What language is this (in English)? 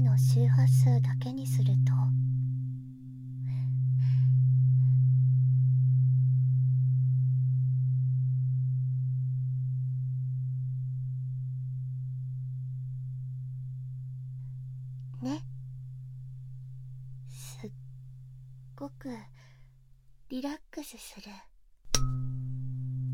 Japanese